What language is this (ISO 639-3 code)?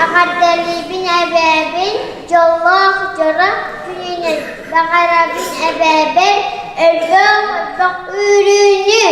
sah